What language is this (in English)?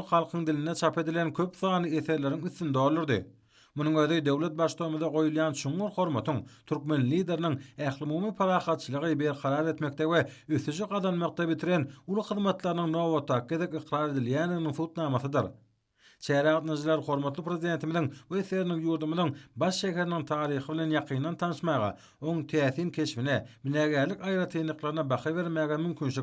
Turkmen